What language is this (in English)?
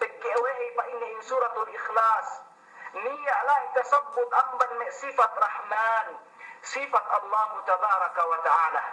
Yakan